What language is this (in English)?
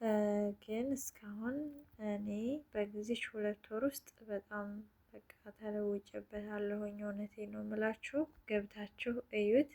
Amharic